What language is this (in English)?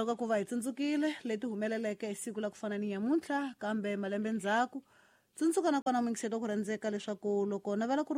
Tsonga